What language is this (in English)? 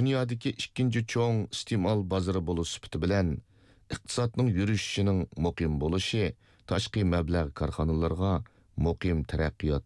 Uyghur